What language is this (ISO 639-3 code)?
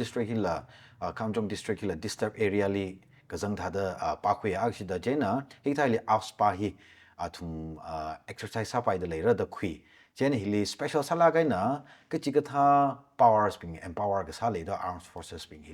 nmf